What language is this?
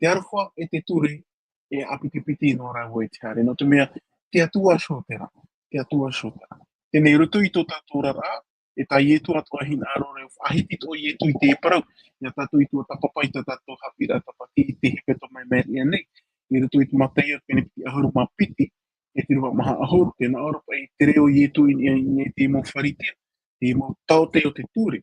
Tahitian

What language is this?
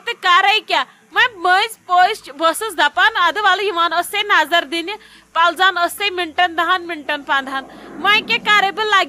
Kashmiri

